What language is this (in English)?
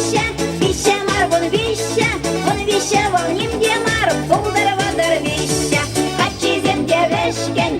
Chuvash